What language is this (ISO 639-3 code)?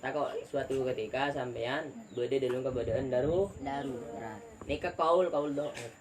mad